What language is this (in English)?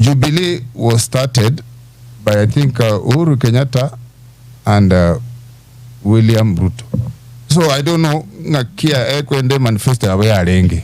Gusii